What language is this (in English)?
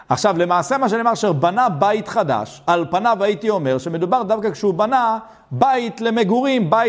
Hebrew